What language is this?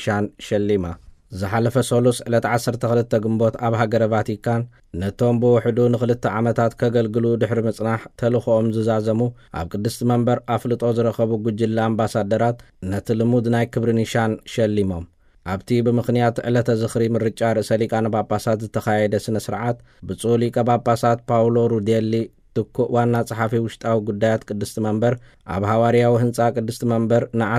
Tigrinya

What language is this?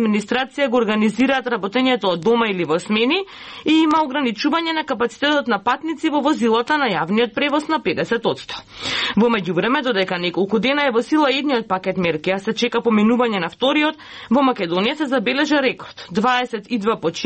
Macedonian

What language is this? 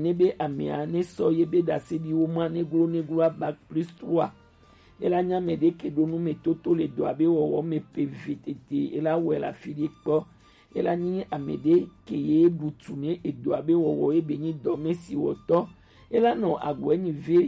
Gen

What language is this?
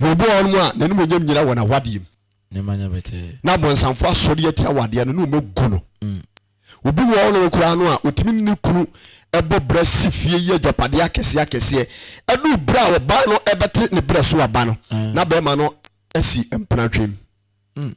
Akan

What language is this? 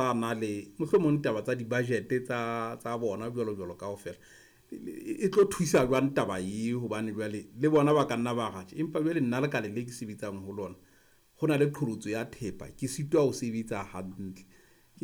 Southern Sotho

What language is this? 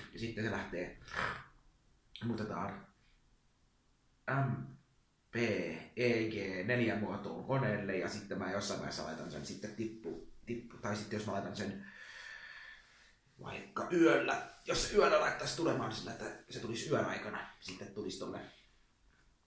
Finnish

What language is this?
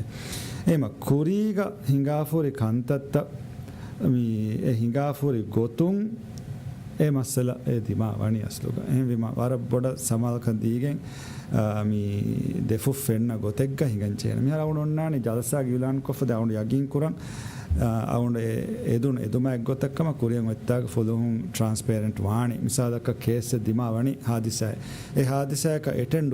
Divehi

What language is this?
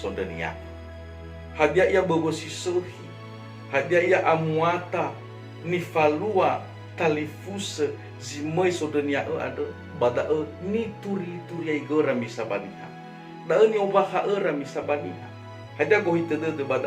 Nias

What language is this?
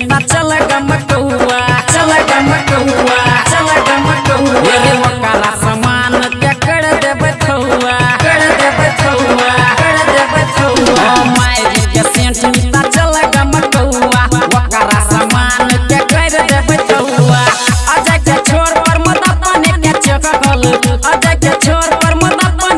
Maithili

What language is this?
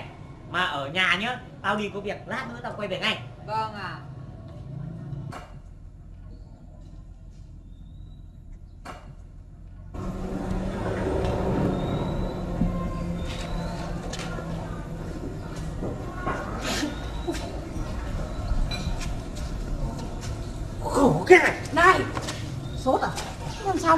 Vietnamese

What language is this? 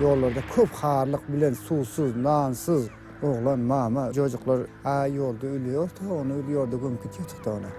Turkmen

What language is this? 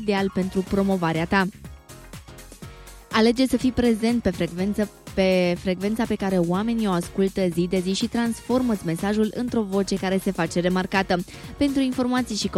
Romanian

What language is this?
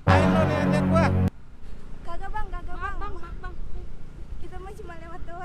Betawi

